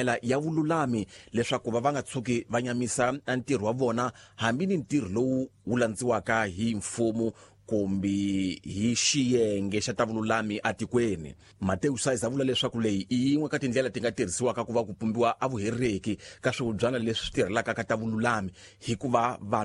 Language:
Tsonga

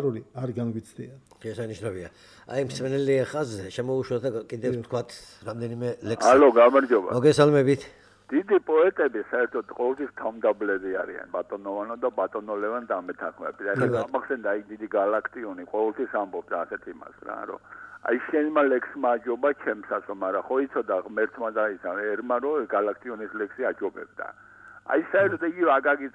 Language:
Georgian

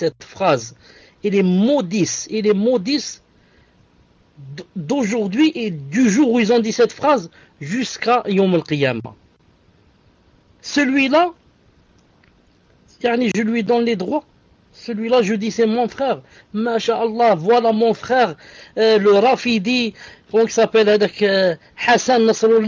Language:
French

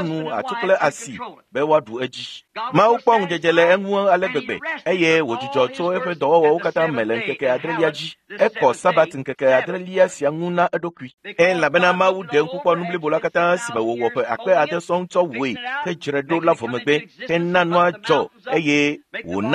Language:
Ewe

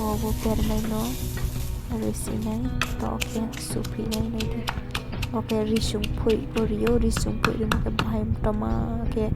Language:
Riang (India)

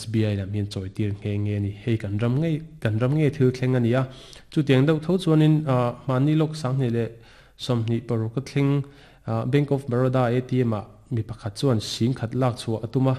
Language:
Mizo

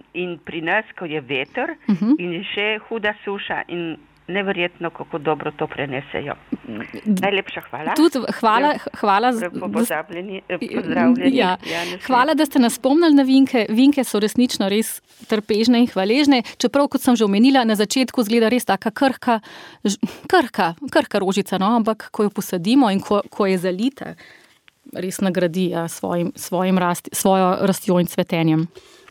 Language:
Slovenian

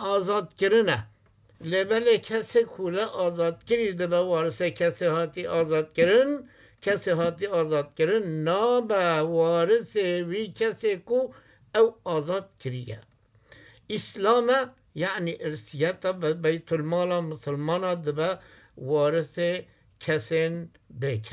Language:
Kurdish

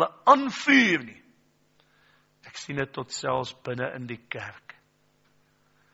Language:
Afrikaans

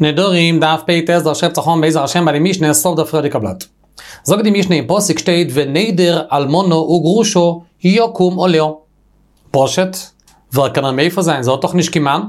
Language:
Yiddish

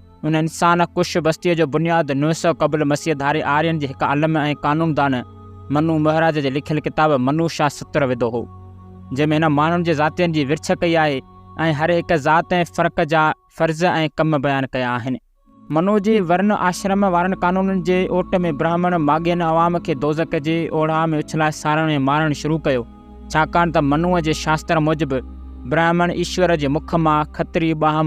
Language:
Sindhi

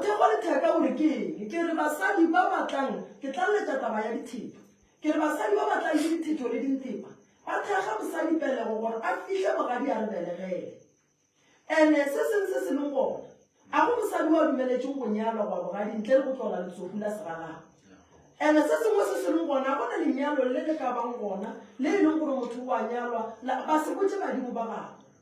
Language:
Northern Sotho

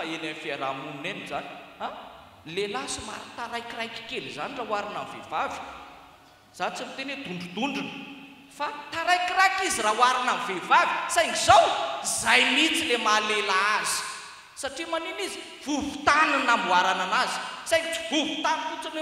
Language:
Malagasy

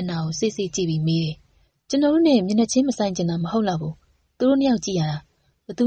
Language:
Burmese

